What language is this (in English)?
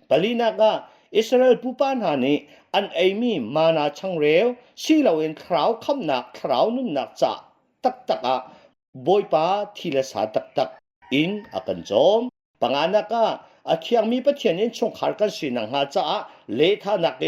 Hakha Chin